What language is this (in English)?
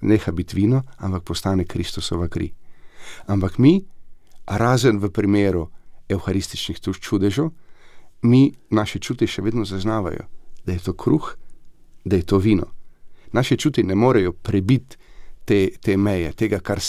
Slovenian